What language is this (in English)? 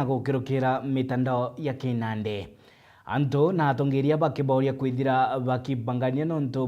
Meru